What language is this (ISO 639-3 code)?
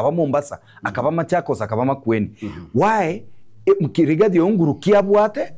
guz